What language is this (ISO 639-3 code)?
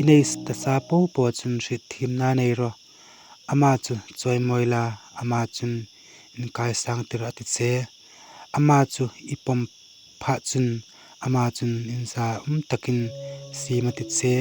hmr